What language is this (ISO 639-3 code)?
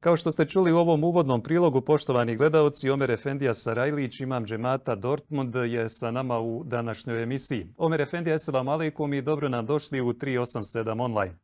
bos